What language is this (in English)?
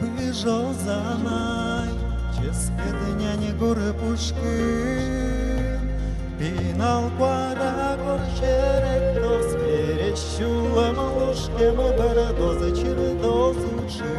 Udmurt